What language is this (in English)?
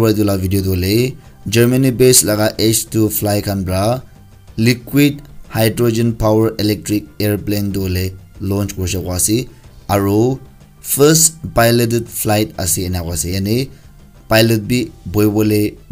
Naga Pidgin